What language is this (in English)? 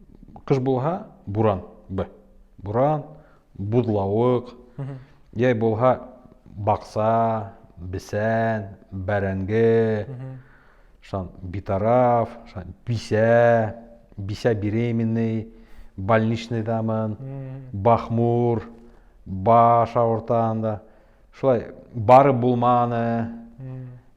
Bashkir